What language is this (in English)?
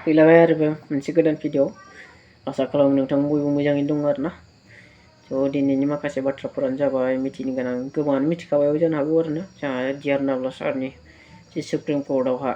Bodo